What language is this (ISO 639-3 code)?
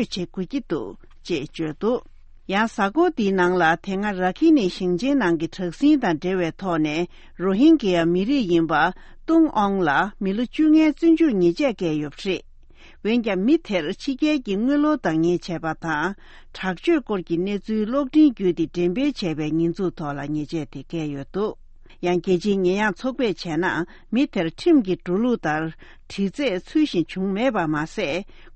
bod